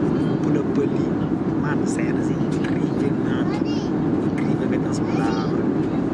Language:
Kabuverdianu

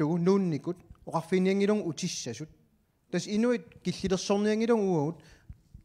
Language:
Kalaallisut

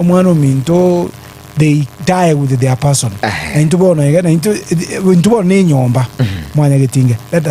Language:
Gusii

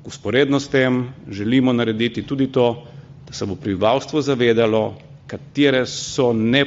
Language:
Slovenian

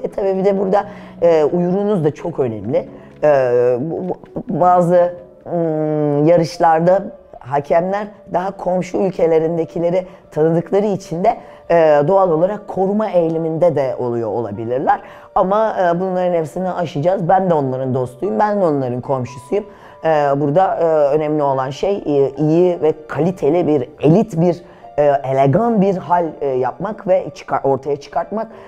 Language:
Turkish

